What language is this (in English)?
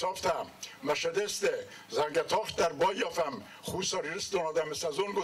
Ossetic